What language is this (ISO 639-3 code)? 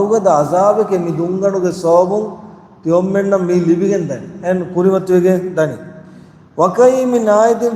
div